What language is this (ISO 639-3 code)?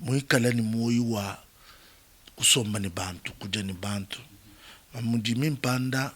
lua